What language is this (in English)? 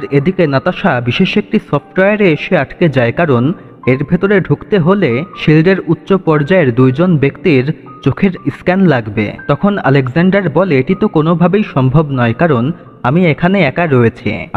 Bangla